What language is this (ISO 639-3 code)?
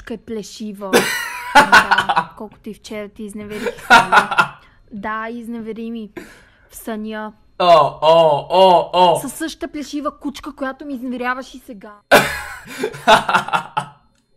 bul